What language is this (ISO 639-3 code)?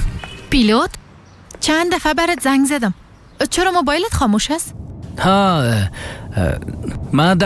fas